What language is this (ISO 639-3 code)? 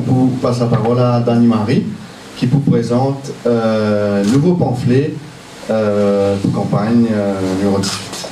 mfe